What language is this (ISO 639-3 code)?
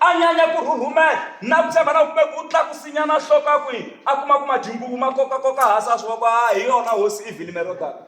tso